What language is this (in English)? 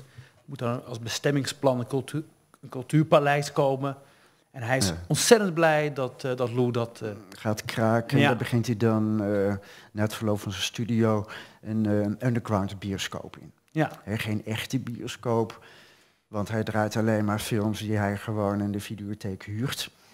Dutch